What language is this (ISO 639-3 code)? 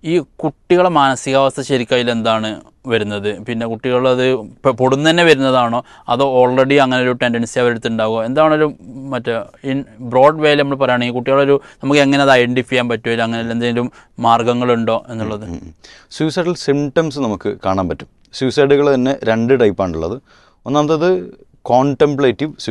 mal